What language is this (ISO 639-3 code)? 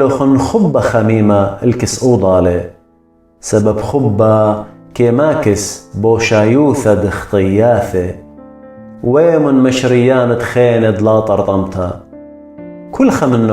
aii